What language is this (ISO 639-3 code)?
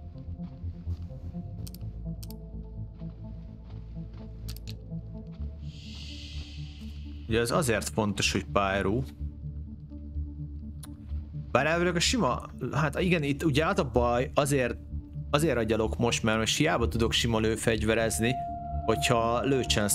hun